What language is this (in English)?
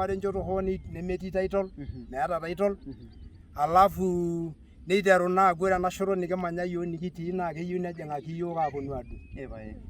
Masai